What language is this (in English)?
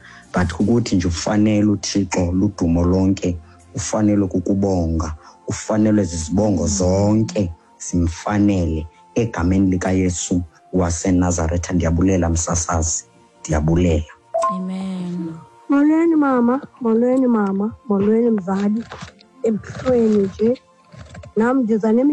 Xhosa